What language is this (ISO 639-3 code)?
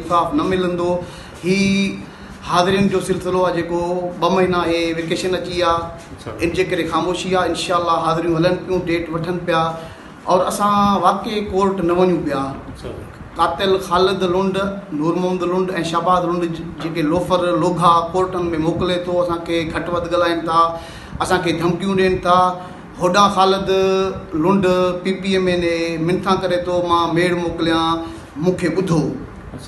snd